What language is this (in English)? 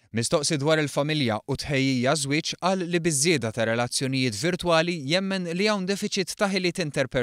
Maltese